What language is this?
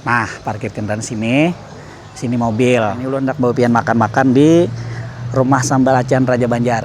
Banjar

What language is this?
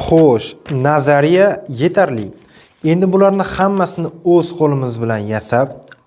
Uzbek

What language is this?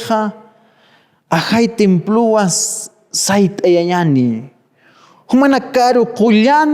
Aymara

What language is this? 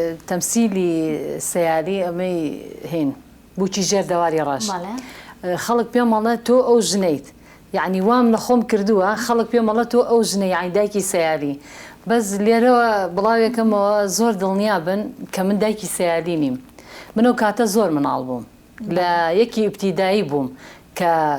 Central Kurdish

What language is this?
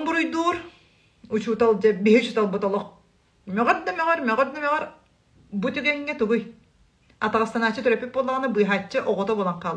Yakut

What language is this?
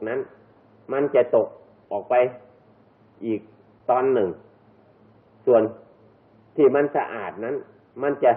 Thai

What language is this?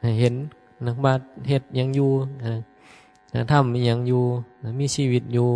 Northeastern Thai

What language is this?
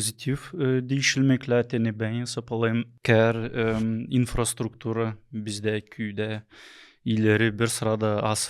Gagauz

